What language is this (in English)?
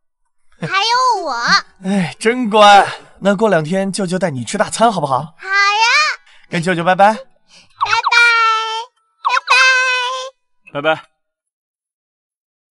Chinese